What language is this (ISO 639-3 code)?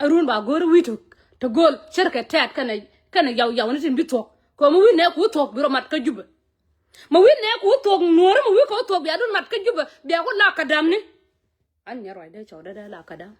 nus